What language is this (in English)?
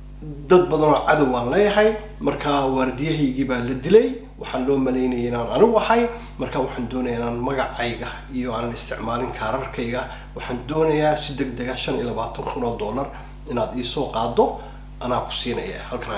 Somali